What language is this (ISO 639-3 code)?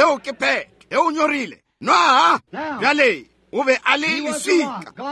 nso